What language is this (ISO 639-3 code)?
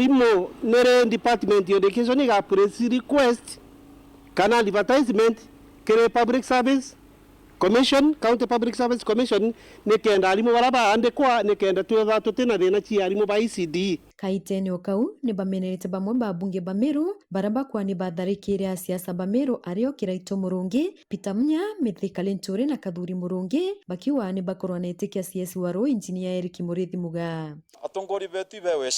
mer